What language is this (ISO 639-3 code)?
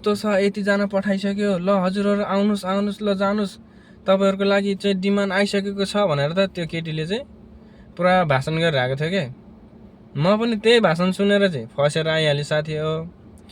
nep